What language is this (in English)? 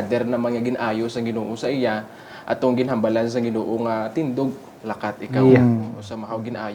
Hiligaynon